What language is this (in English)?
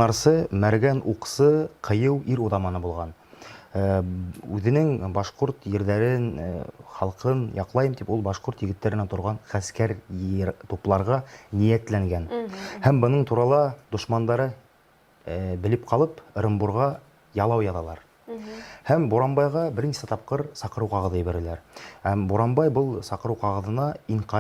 Bashkir